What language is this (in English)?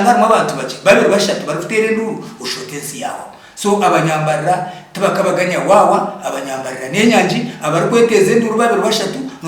Nyankole